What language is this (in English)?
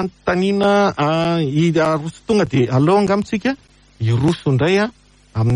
Malagasy